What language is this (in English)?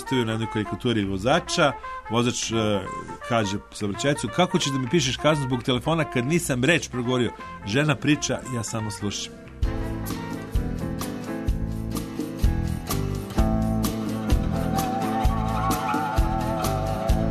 Serbian